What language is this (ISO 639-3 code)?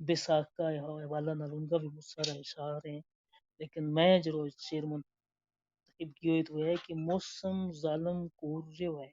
gju